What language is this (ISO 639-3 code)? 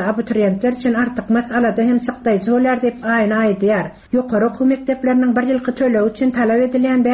tuk